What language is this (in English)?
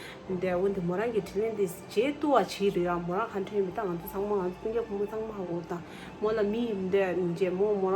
Tibetan